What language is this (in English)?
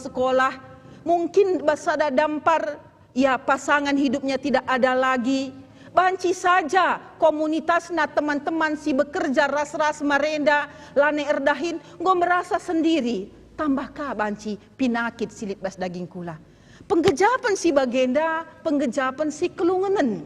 Batak Karo